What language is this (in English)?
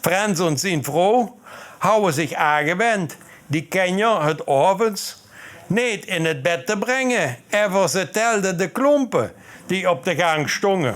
Limburgish